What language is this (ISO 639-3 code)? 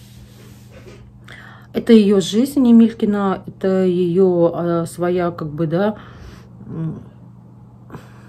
rus